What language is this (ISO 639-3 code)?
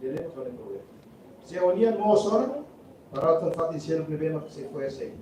tet